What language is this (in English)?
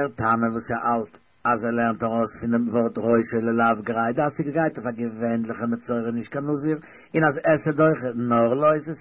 Yiddish